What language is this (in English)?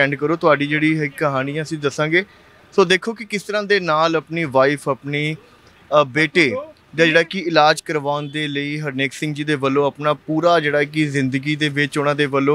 Punjabi